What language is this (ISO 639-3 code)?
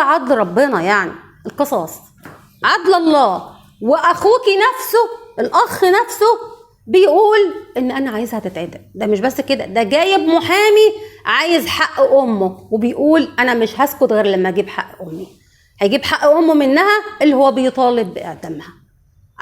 arz